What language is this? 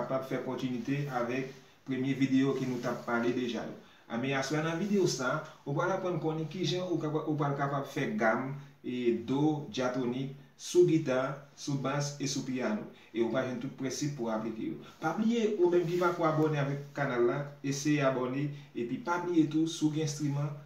Haitian Creole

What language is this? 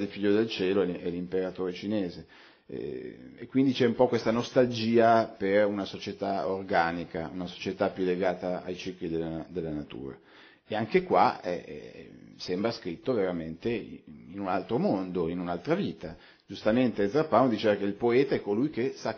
Italian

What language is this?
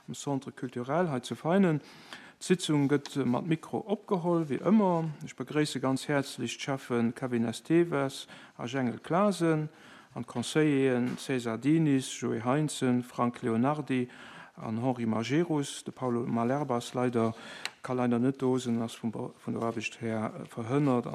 Luxembourgish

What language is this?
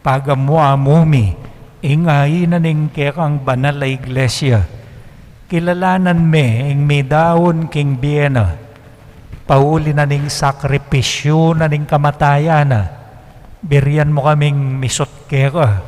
Pampanga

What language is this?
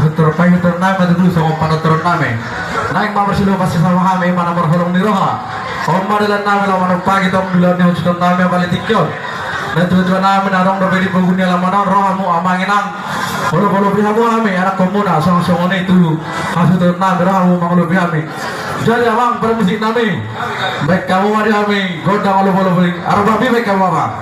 Batak Toba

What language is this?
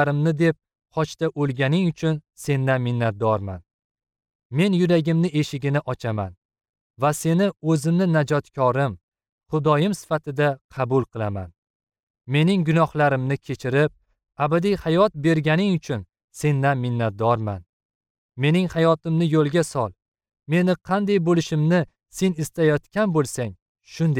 Uzbek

